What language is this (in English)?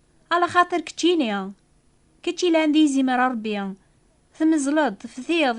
Kabyle